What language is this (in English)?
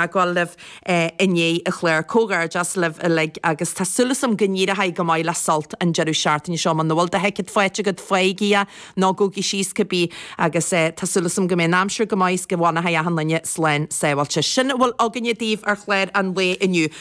Irish